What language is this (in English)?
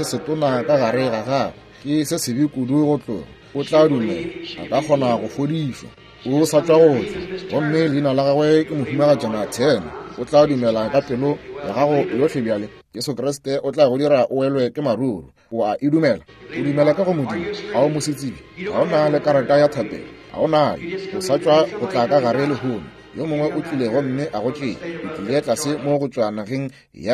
Northern Sotho